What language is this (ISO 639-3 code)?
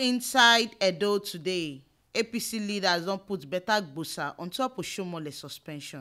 pcm